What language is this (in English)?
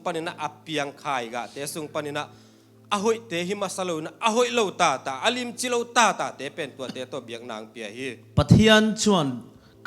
Tedim Chin